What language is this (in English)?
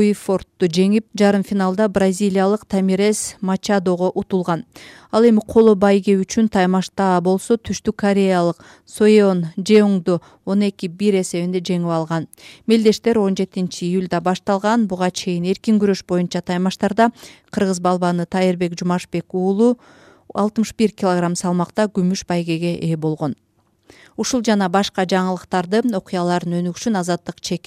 Kyrgyz